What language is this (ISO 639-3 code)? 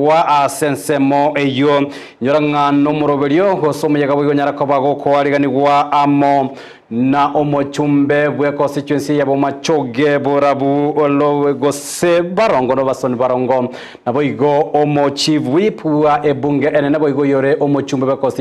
guz